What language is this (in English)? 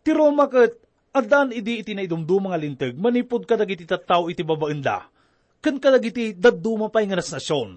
Iloko